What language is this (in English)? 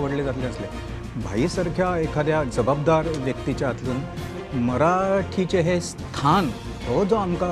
Konkani